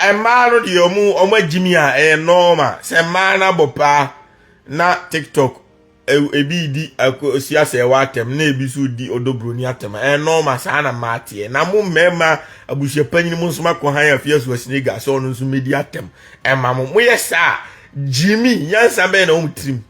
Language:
Akan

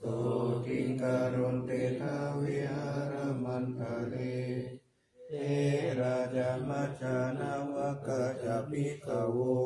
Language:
Pali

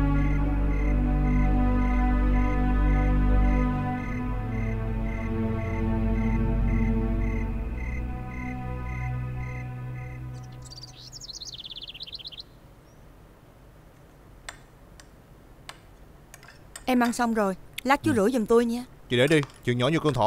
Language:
Vietnamese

